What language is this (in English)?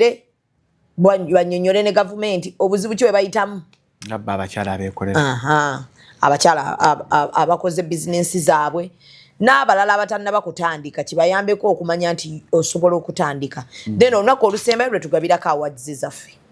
Ganda